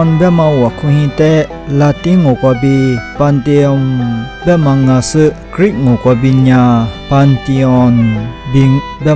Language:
Lisu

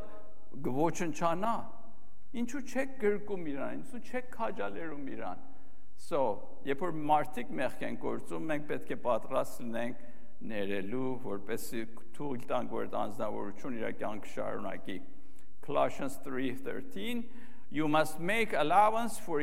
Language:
Armenian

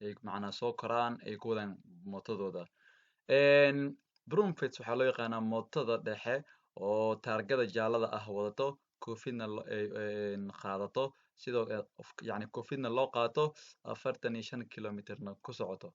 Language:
Somali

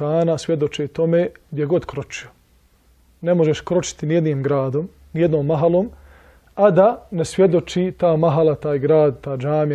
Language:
Bosnian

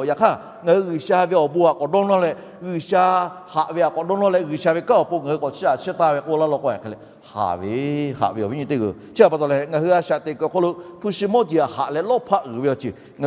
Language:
Lahu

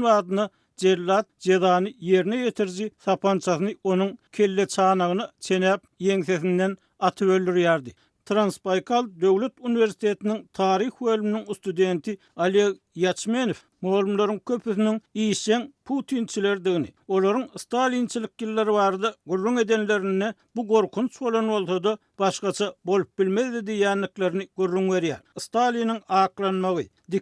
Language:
Turkmen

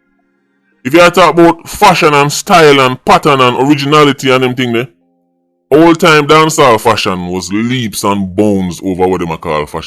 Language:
Jamaican Creole English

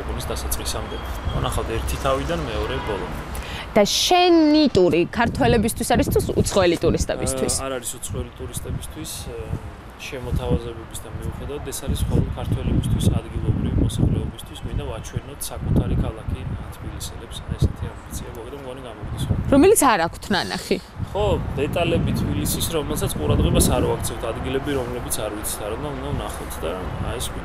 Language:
Georgian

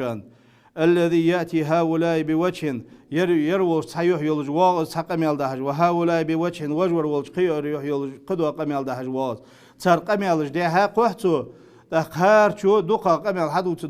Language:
Ingush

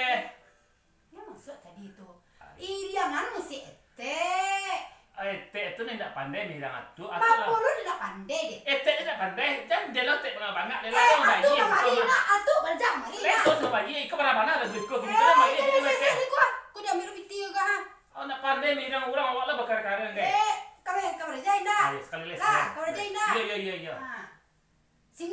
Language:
Minangkabau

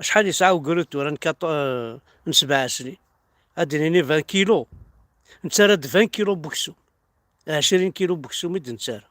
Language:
Kabyle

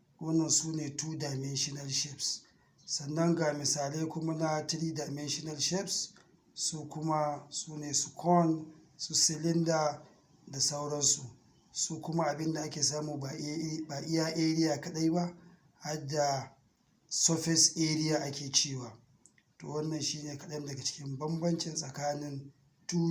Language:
Hausa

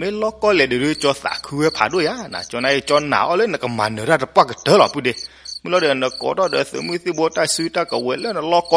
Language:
S'gaw Karen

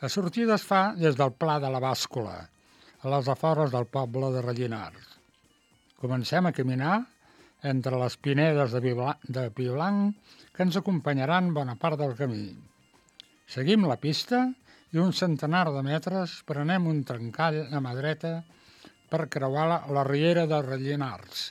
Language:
Catalan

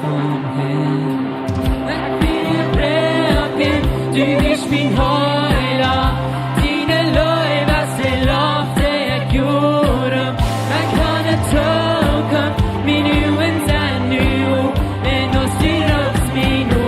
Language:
Plautdietsch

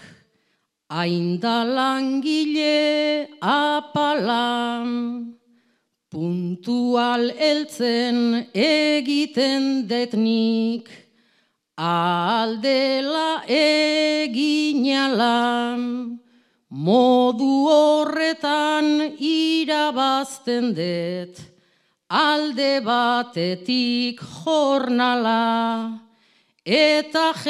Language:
Basque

